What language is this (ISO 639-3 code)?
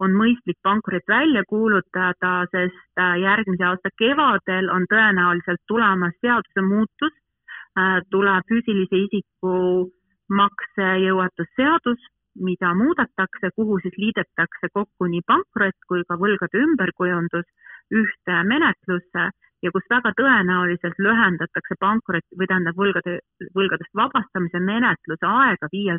est